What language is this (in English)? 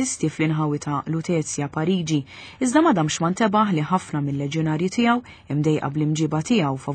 Maltese